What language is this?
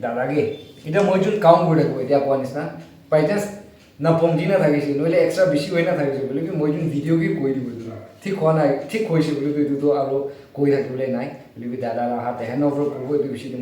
Naga Pidgin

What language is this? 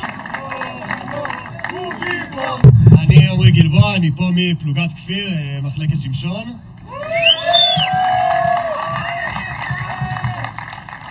Hebrew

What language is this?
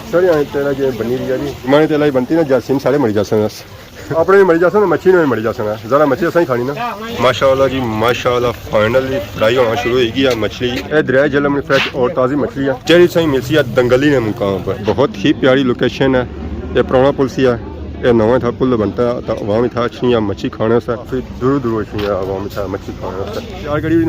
Pahari-Potwari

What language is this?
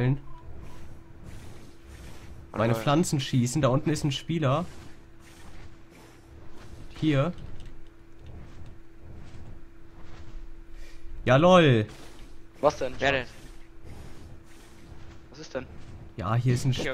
German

